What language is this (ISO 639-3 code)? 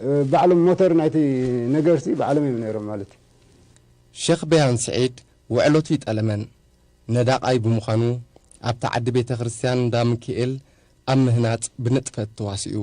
tir